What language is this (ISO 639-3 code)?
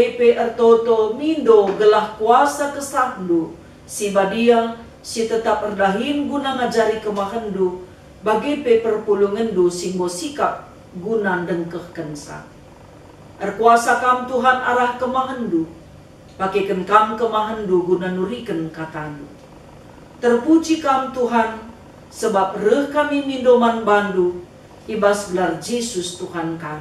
btx